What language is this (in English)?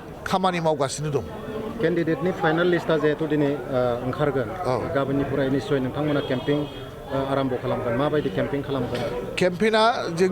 Bodo